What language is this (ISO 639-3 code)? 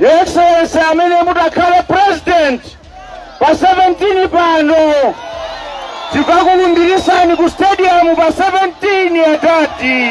nya